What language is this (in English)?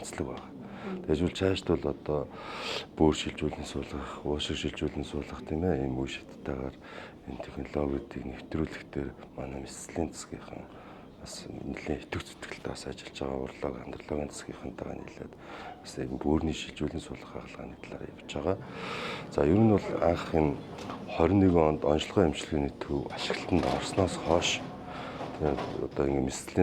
Mongolian